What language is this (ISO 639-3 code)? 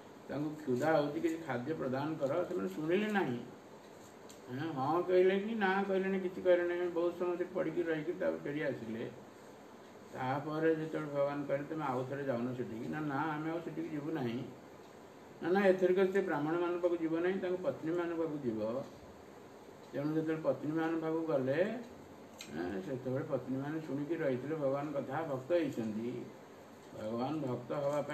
ori